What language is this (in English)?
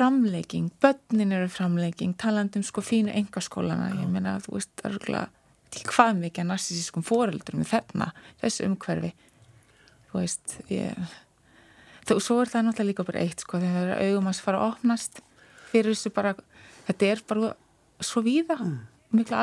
Icelandic